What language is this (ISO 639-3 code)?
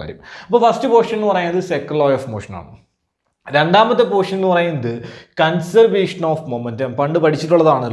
mal